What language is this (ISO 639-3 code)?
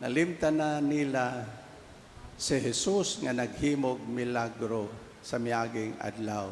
ceb